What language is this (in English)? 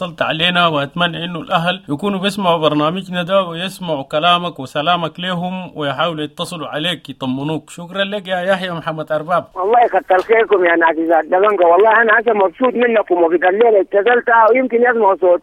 Sudanese Arabic